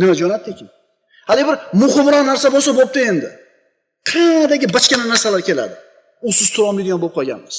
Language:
Uzbek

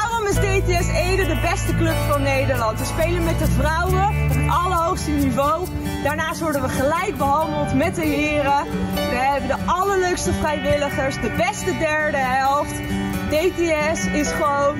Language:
Dutch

